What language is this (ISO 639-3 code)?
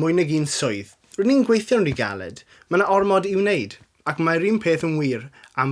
cym